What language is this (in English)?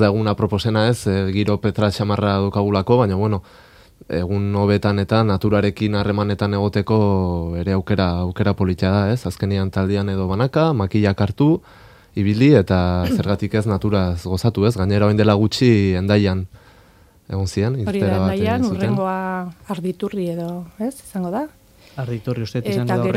Basque